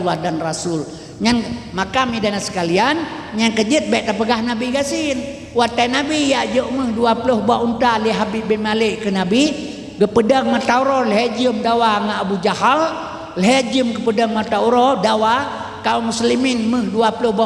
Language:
Achinese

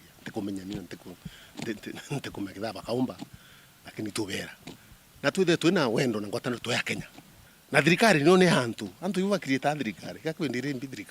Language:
Meru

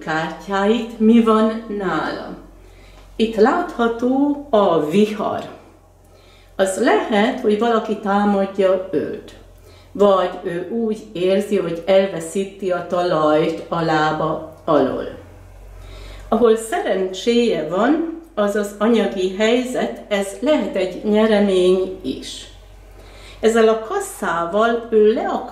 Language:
Hungarian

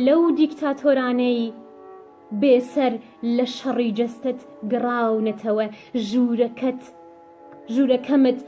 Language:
Central Kurdish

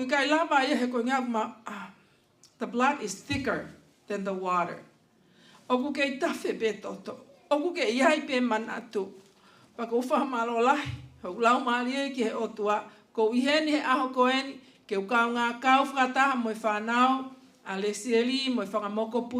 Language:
Tongan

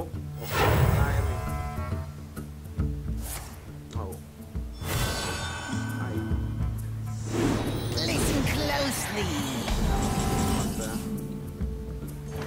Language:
Hungarian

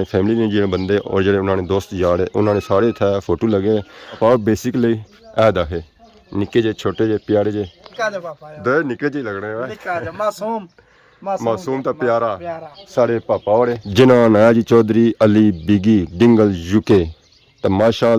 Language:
Pahari-Potwari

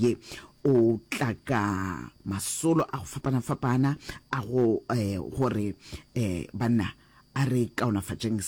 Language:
Northern Sotho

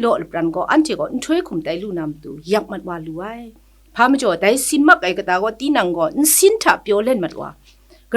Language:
Kachin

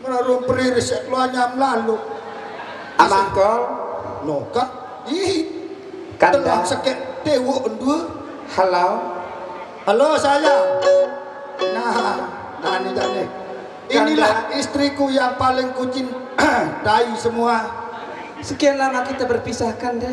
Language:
Sasak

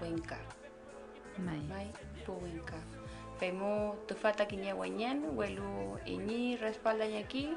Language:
Mapuche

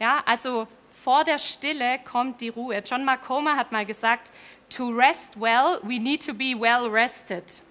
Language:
Swiss German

